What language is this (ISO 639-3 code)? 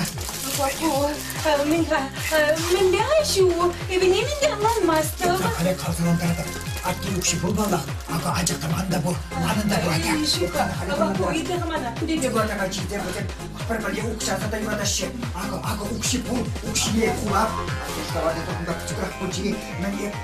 chv